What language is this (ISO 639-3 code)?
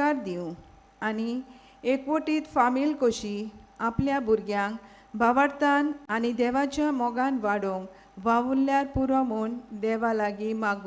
kok